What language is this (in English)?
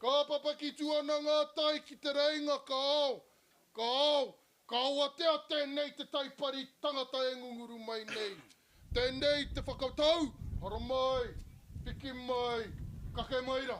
Māori